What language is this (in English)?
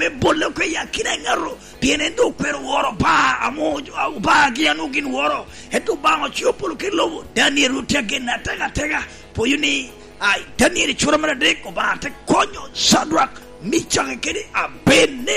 Lango (Uganda)